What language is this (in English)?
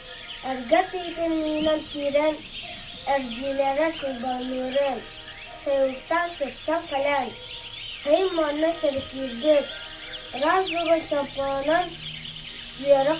Yakut